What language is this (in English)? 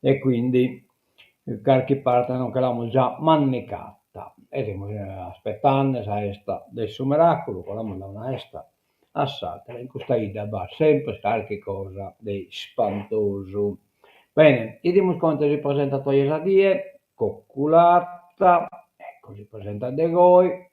Sardinian